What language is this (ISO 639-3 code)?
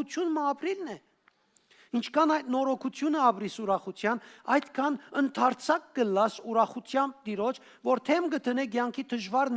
hyw